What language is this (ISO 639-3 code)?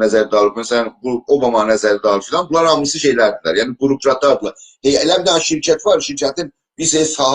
azb